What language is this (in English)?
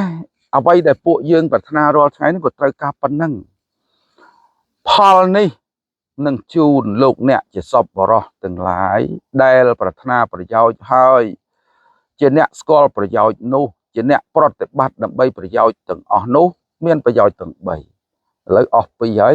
Khmer